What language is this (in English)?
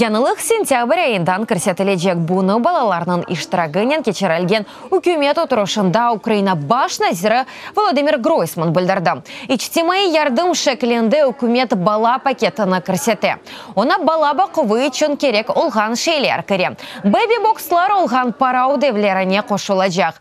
Crimean Tatar